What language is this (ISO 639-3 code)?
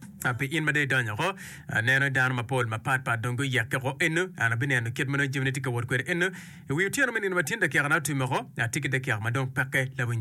ach